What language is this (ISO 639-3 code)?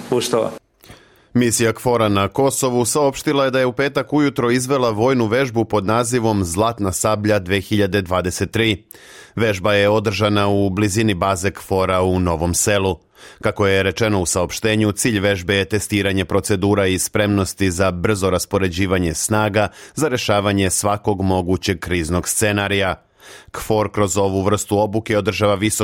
srp